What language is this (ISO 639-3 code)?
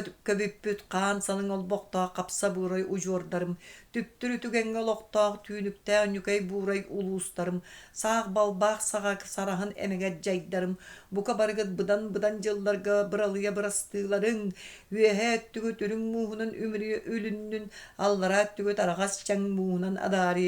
sah